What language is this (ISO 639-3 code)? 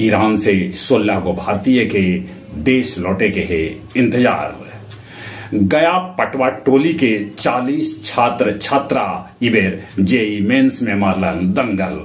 mag